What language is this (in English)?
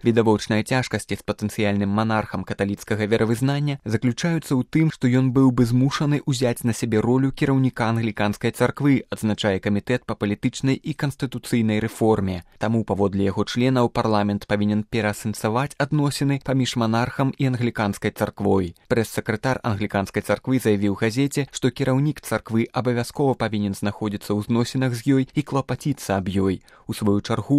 Belarusian